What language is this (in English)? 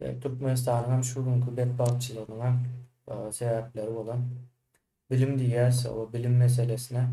Turkmen